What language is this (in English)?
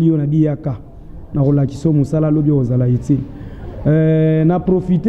Lingala